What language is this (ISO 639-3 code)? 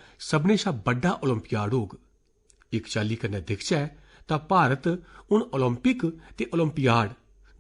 doi